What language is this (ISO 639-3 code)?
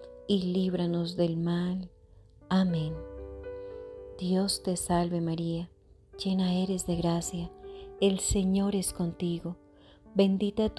spa